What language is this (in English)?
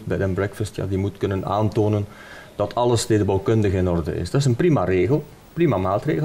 Dutch